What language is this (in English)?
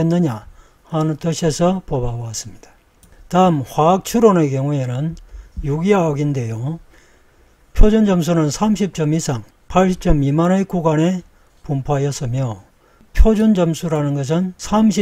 Korean